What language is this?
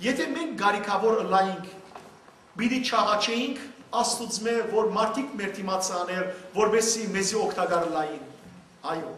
Western Armenian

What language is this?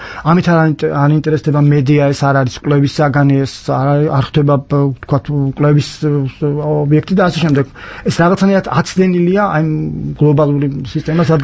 Georgian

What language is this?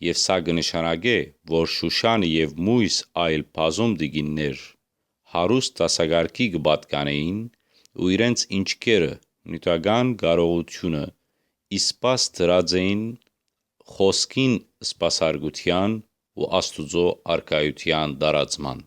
Western Armenian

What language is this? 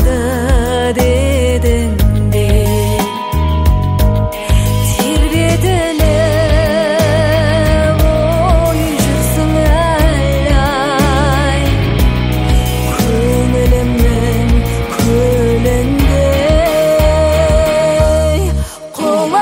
Kazakh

